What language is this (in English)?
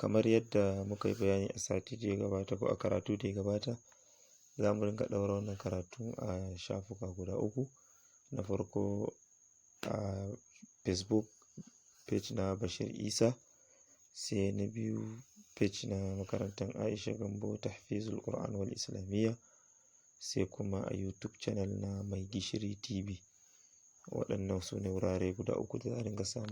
Hausa